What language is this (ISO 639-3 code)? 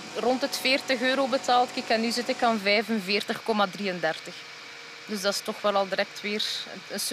nld